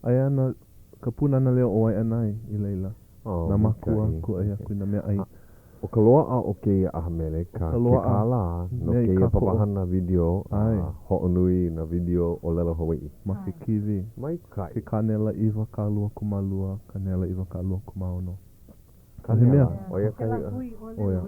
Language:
Hawaiian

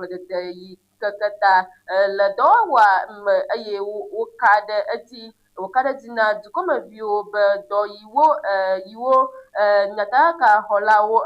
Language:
Ewe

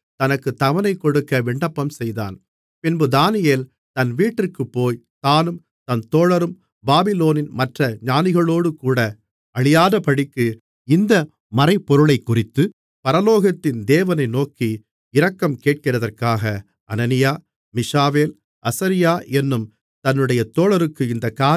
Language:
Tamil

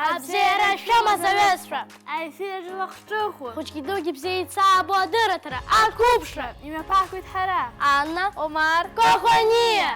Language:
Abkhazian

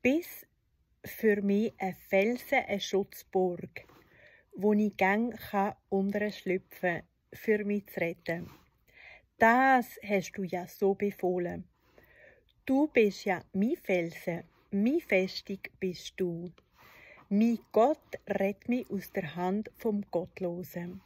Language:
Swiss German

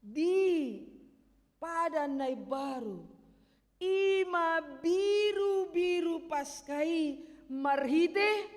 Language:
Batak Toba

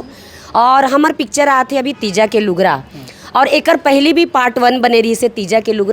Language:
Chhattisgarhi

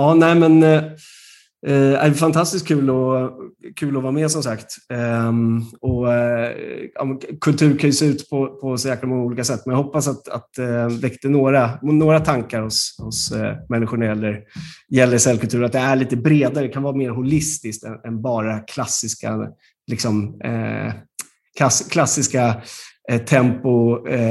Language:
Swedish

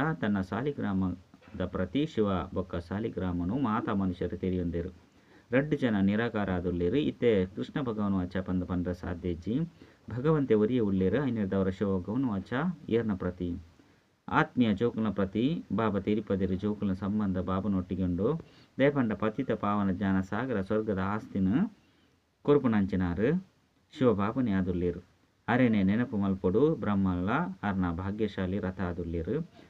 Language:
Tulu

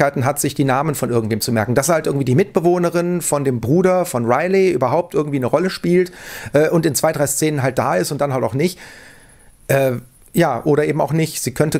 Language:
German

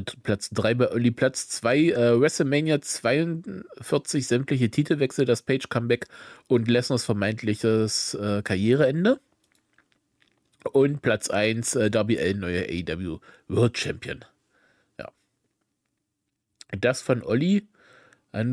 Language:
German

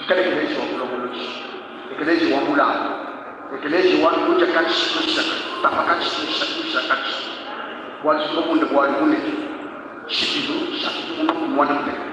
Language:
Luba-Lulua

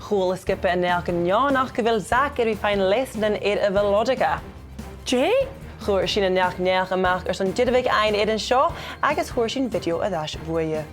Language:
Scottish Gaelic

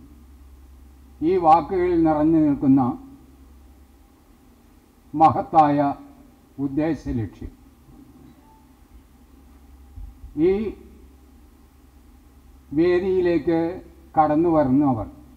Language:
Malayalam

